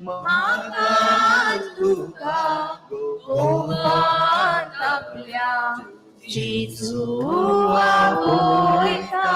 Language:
Konkani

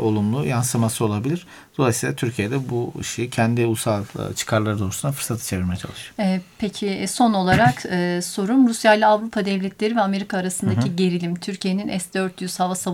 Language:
Turkish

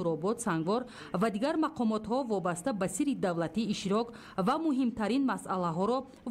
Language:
Tajik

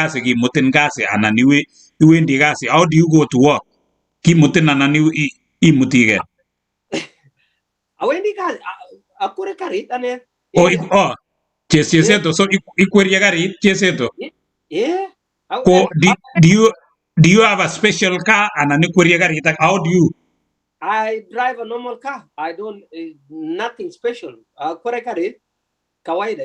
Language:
Kalenjin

